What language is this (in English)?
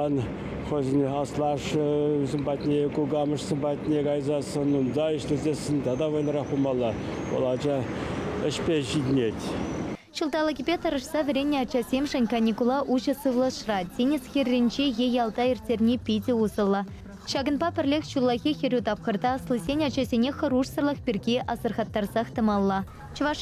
Chuvash